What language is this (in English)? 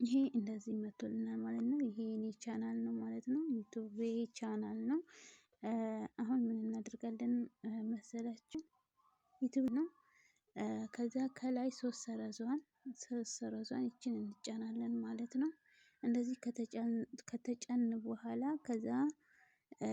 Amharic